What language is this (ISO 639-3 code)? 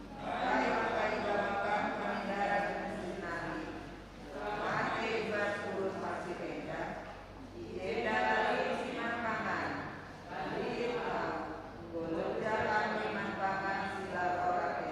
btx